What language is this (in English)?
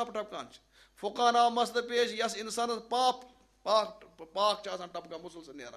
Kashmiri